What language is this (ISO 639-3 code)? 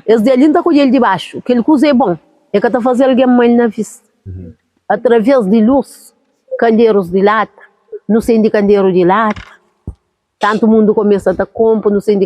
kea